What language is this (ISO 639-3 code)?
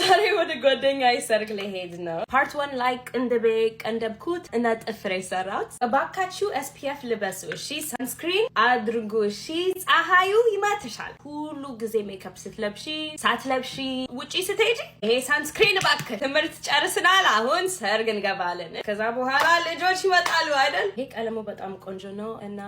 amh